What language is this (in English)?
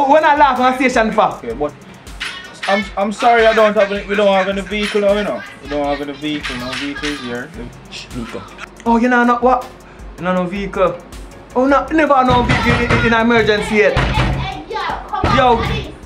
Jamaican Creole English